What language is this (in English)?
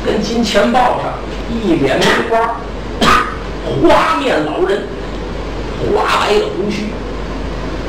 Chinese